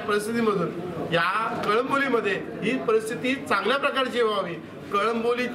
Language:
Marathi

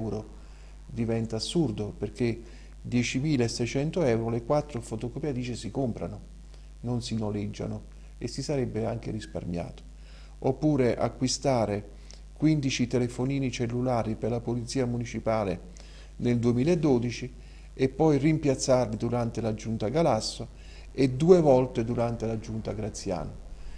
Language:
Italian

